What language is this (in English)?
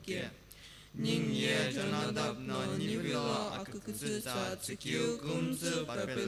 Sumi Naga